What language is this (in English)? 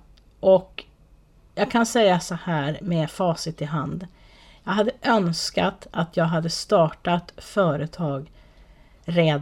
Swedish